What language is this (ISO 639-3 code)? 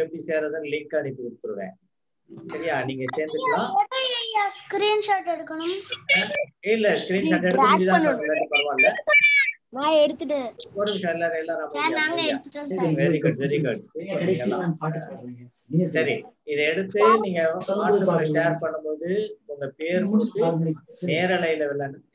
tam